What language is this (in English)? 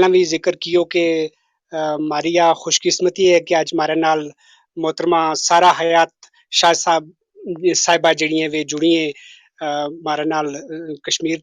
Gujari